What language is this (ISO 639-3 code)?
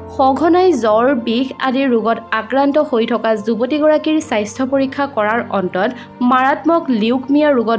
asm